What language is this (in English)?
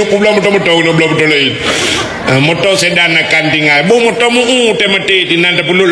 Achinese